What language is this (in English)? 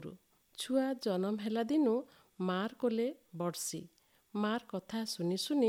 Odia